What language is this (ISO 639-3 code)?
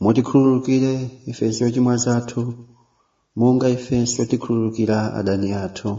nya